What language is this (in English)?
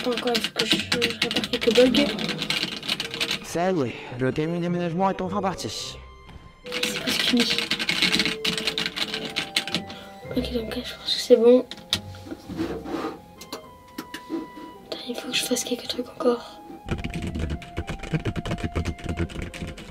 French